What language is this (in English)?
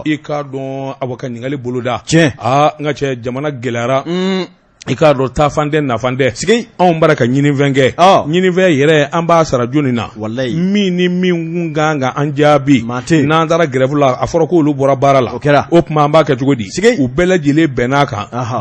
Bambara